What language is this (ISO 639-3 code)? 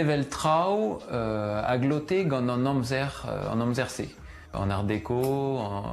bre